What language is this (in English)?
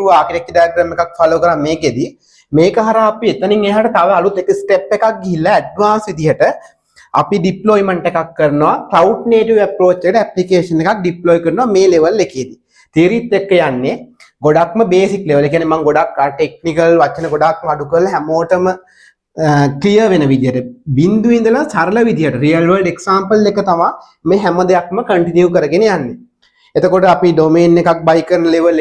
Sinhala